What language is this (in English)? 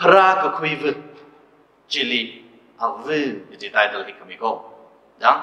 Tangkhul Naga (India)